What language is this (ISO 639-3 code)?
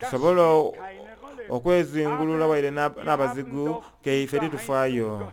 xog